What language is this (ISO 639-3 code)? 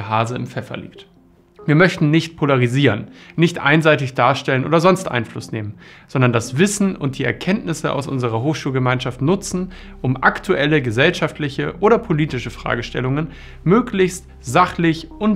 deu